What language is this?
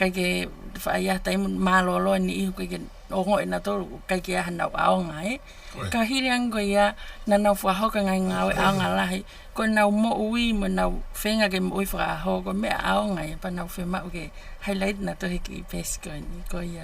Tongan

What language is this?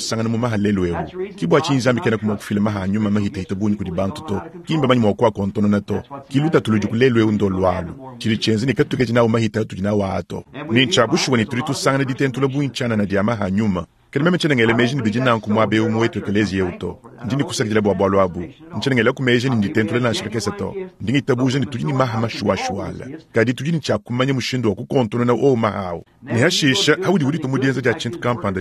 Luba-Lulua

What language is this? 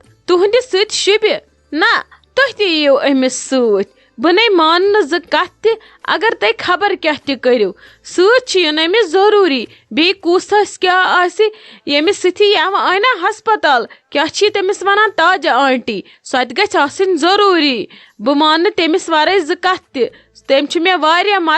Kashmiri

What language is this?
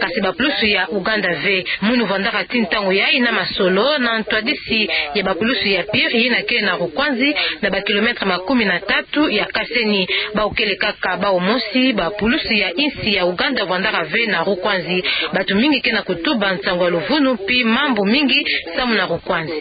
Kituba (Democratic Republic of Congo)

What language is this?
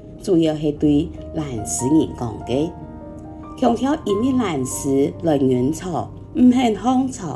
Hakka Chinese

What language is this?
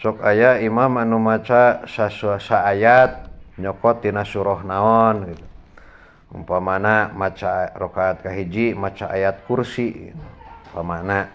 Sundanese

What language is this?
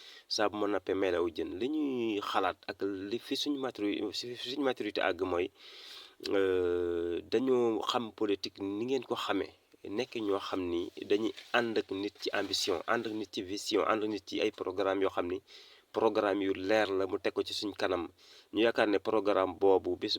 Wolof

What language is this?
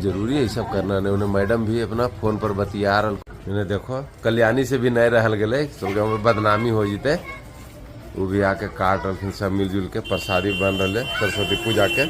Magahi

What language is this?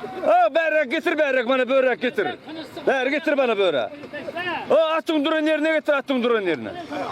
Turkmen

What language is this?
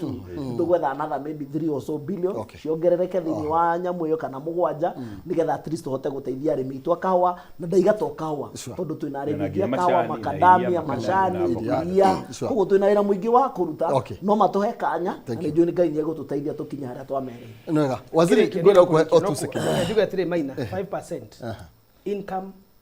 Kikuyu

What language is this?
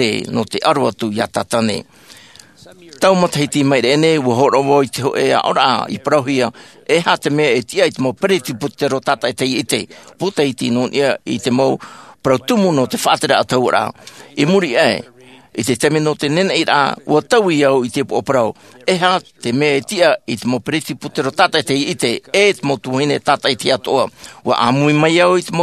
Tahitian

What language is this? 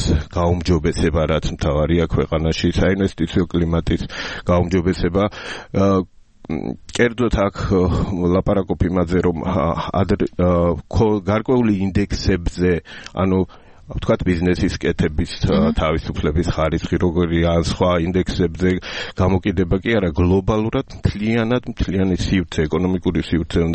Georgian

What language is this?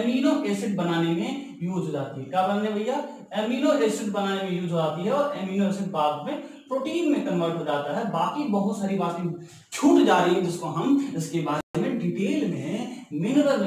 Hindi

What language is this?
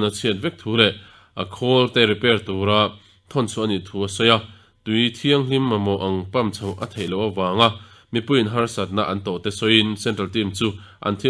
Mizo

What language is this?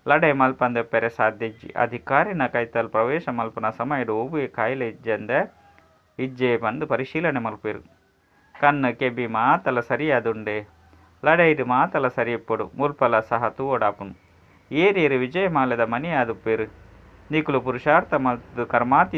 Tulu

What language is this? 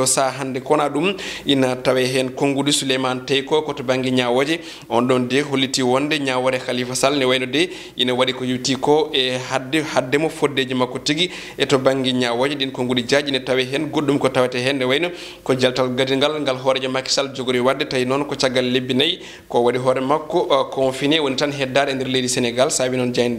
Fula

